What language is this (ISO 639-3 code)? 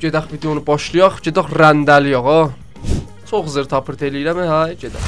azb